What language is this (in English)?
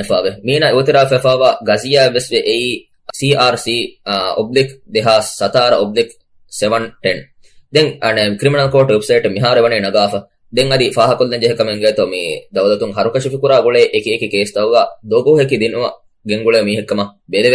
Divehi